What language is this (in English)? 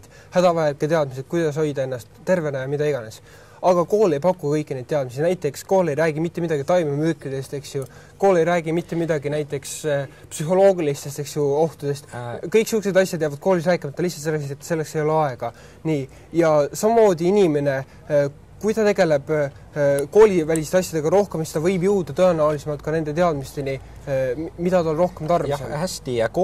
Estonian